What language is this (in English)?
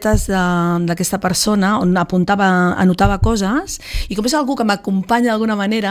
Catalan